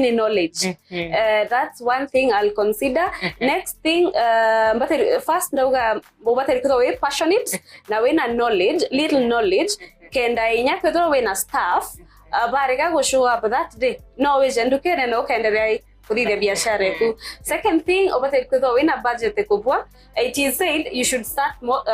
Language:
Meru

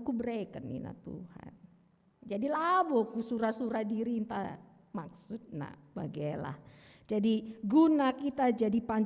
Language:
Batak Karo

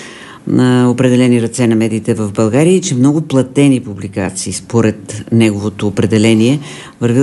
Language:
Bulgarian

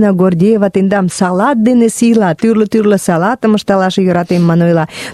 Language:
Mari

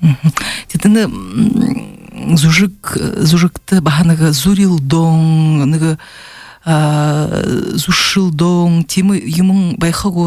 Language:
Buriat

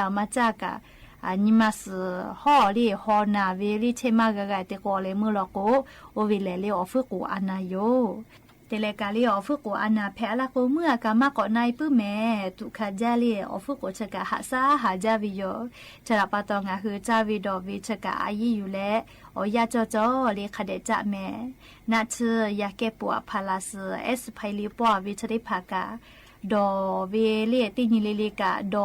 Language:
Lahu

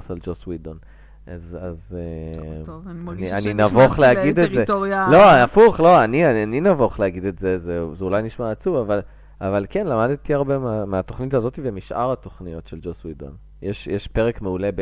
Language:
Hebrew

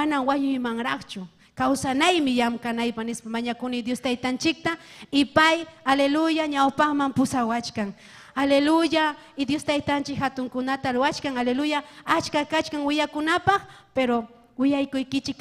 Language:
Ayacucho Quechua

